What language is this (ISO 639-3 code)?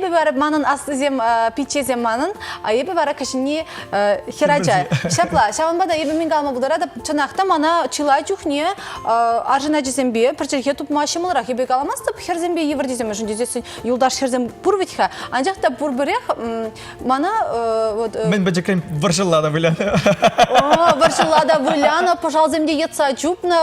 chv